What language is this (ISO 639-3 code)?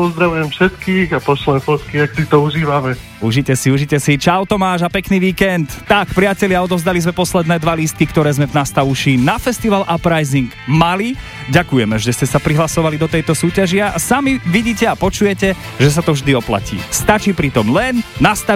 slk